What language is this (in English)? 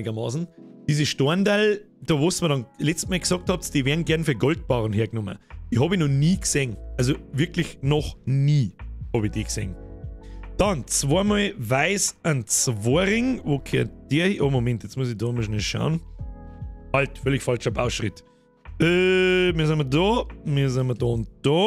Bavarian